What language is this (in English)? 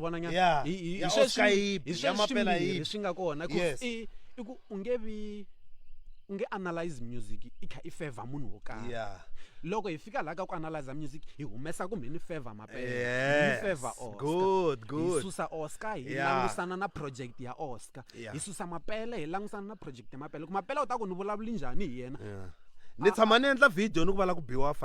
Tsonga